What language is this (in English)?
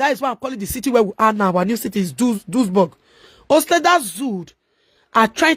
Nigerian Pidgin